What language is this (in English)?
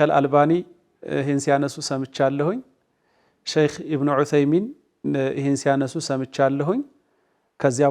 Amharic